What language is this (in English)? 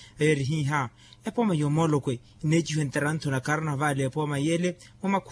Makhuwa